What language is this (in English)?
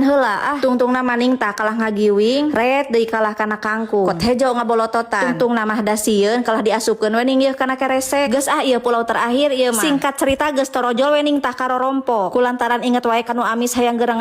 Sundanese